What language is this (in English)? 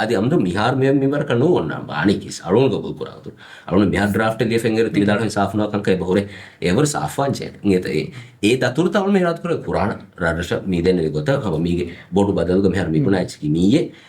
Divehi